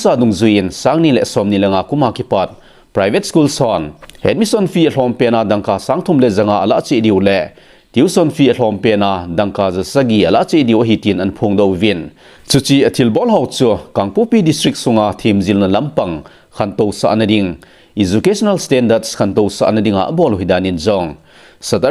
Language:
Thado Chin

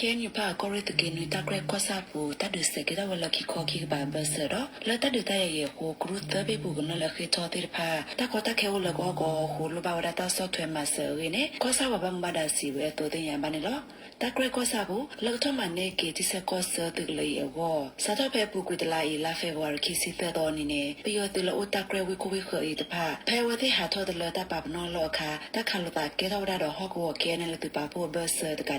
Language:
S'gaw Karen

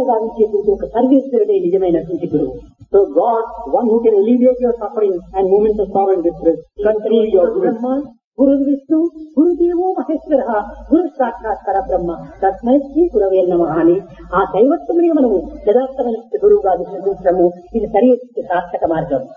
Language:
Telugu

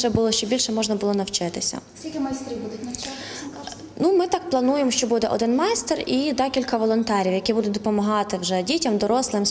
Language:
Ukrainian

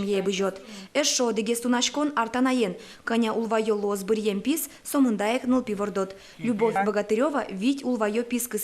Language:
Udmurt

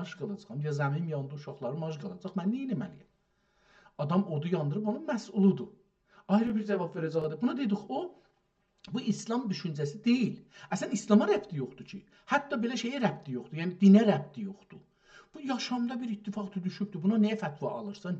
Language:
South Azerbaijani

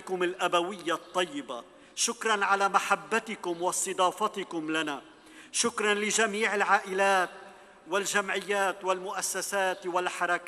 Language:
North Levantine Arabic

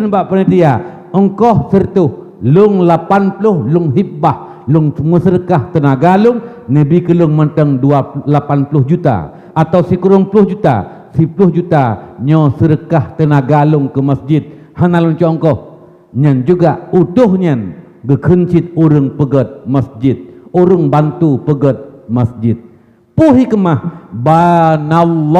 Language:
Achinese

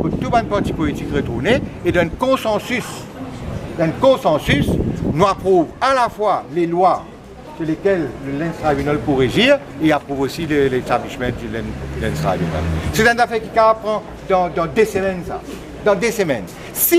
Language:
Morisyen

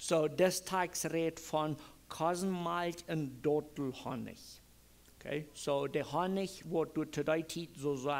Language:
Plautdietsch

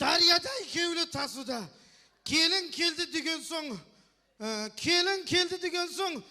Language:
Kara-Kalpak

